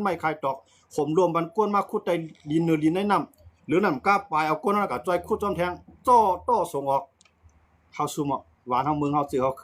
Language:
Shan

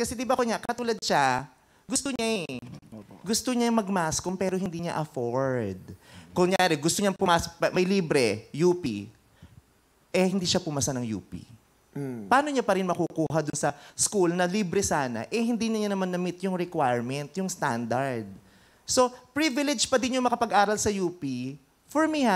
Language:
Filipino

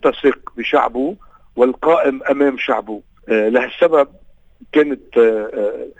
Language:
North Levantine Arabic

